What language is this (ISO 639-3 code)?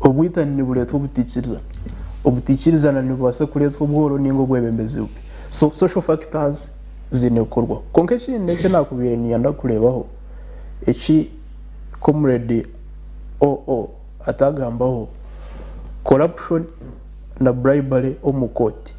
nyn